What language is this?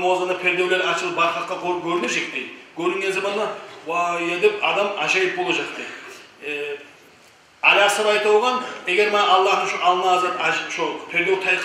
Kumyk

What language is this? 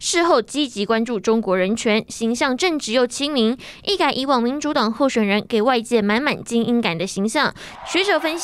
Chinese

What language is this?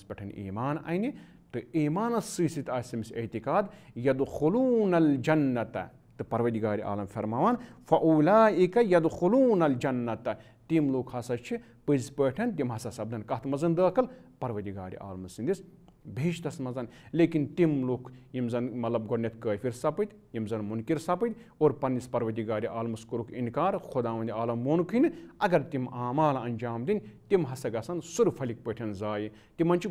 Kashmiri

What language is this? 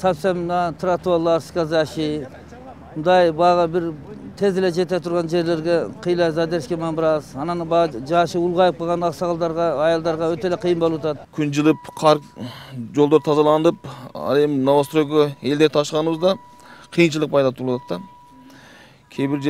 Kyrgyz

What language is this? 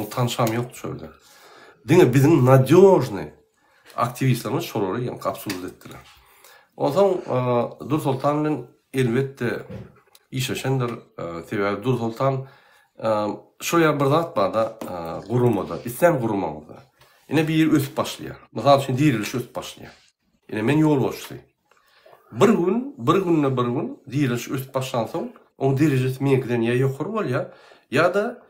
Turkmen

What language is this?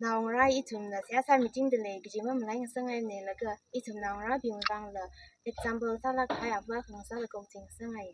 Tangkhul Naga (India)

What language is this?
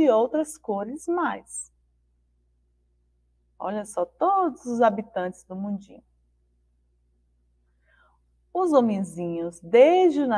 Portuguese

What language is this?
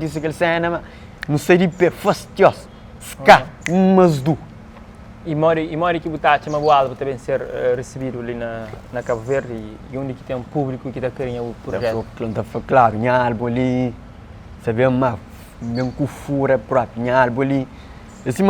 Kabuverdianu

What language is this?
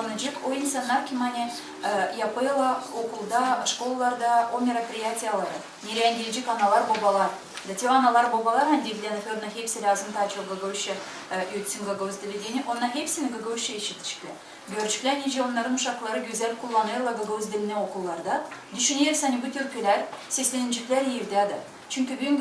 Gagauz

